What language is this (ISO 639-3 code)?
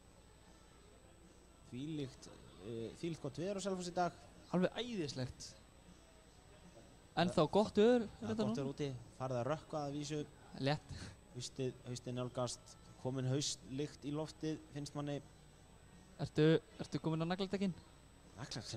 isl